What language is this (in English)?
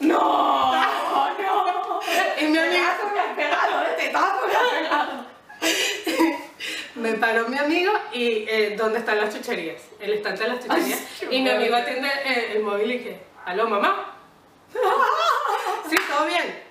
Spanish